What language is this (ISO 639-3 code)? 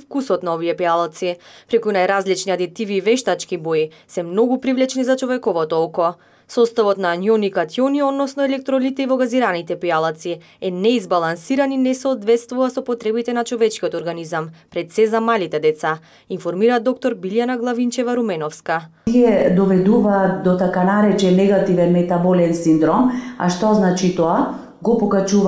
mkd